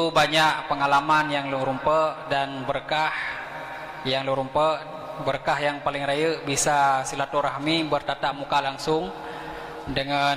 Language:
Achinese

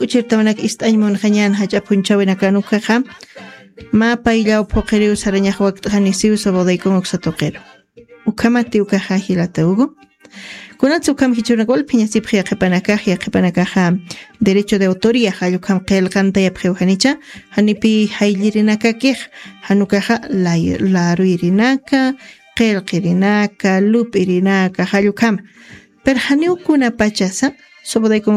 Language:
Aymara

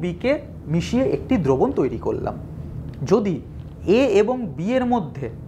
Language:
Bangla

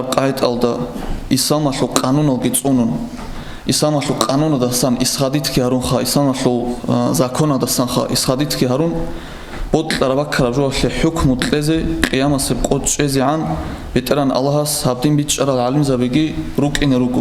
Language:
Avaric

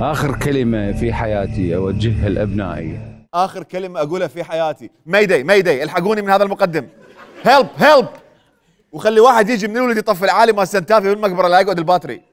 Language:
Mesopotamian Arabic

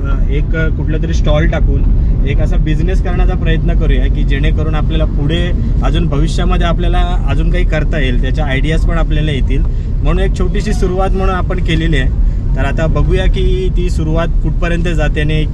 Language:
Marathi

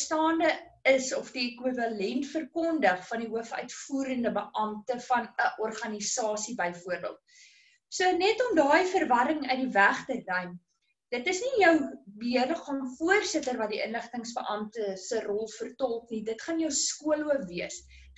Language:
Afrikaans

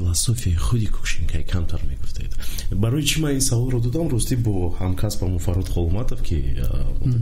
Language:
Tajik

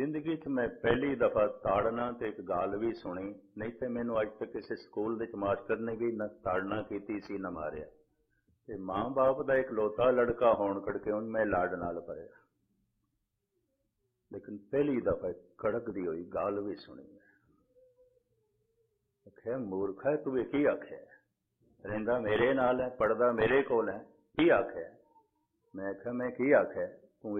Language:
Punjabi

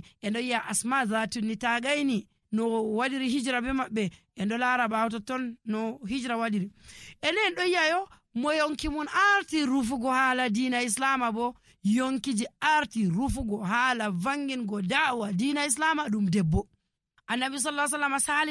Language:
Nigerian Fulfulde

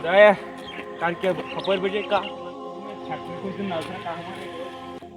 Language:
Kashmiri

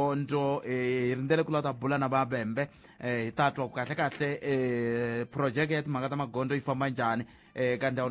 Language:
Tsonga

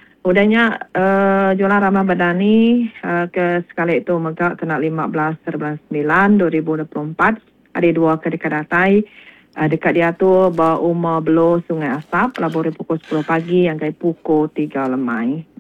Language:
Iban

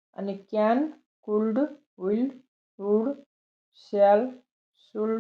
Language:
Nepali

